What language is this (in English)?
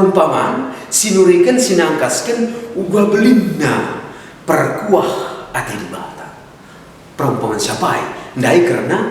Batak Karo